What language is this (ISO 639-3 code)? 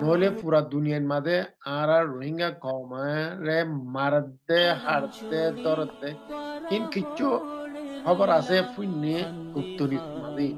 rhg